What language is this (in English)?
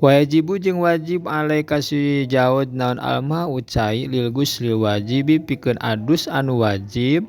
Sundanese